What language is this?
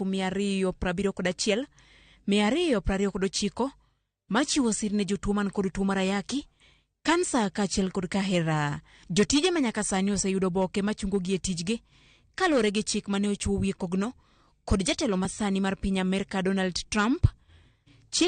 Luo (Kenya and Tanzania)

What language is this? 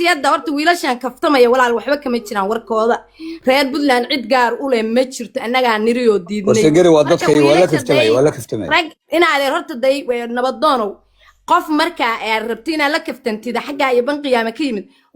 Somali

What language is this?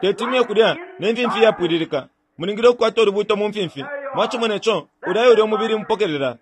Bemba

